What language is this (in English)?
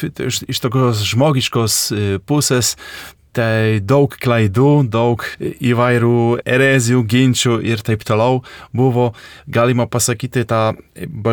Lithuanian